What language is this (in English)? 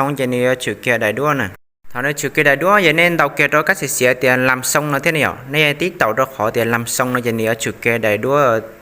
Hmong